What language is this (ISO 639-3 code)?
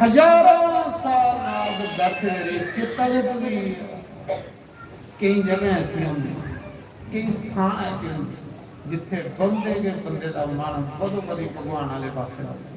doi